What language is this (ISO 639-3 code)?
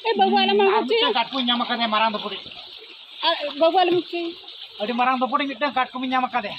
sat